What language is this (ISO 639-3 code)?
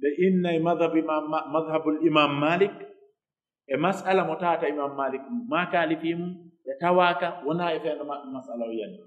fuf